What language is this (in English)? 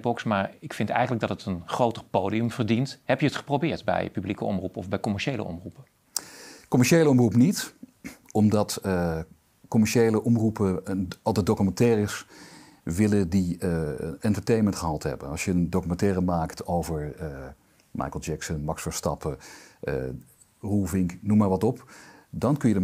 Dutch